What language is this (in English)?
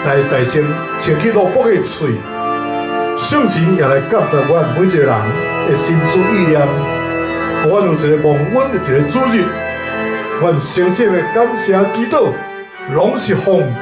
Min Nan Chinese